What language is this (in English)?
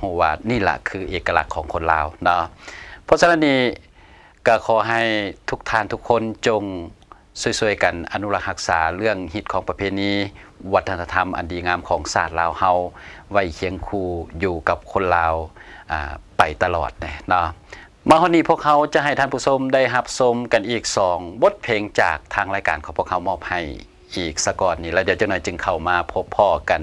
Lao